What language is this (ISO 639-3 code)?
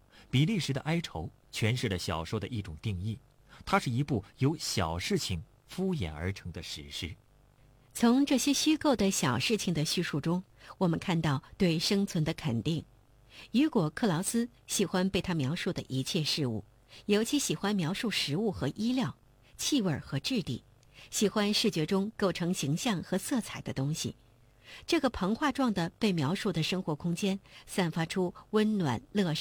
zho